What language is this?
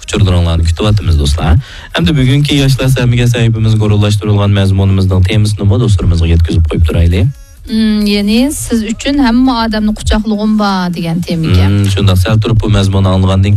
Uyghur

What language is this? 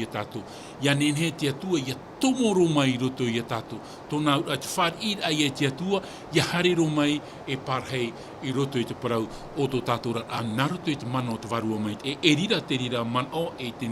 Tahitian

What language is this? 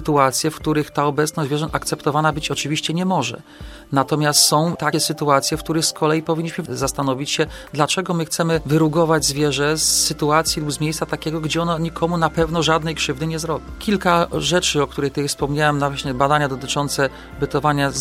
Polish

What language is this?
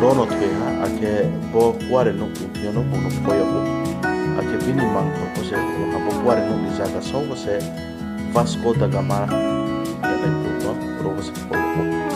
Riang (India)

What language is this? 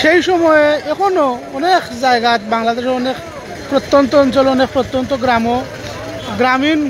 Sylheti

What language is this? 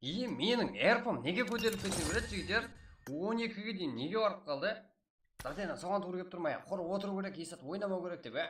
Kara-Kalpak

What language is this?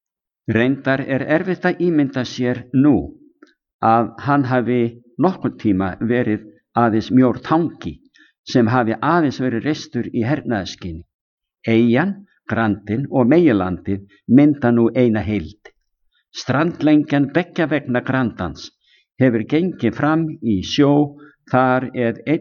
Icelandic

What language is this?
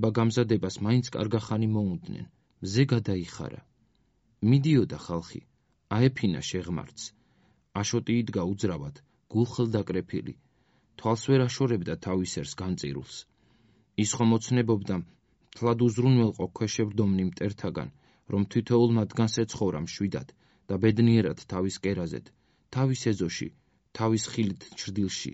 Georgian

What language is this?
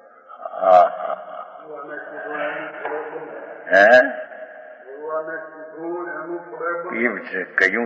Gujarati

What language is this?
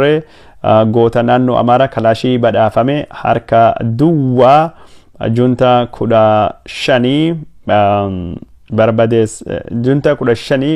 Oromo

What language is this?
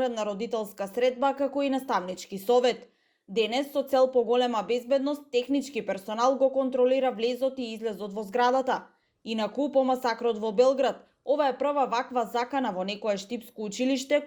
Macedonian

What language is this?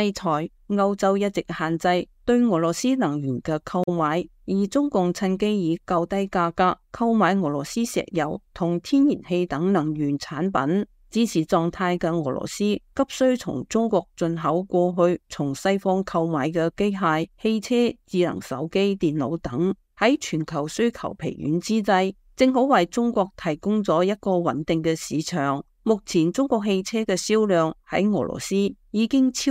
Cantonese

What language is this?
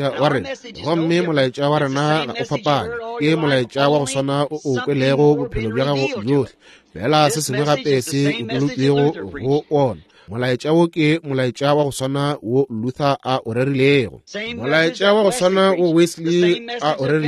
Northern Sotho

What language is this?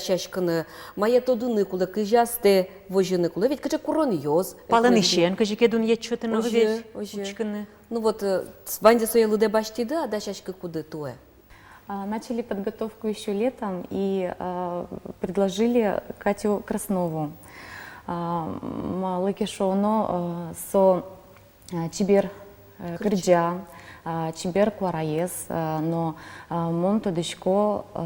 Udmurt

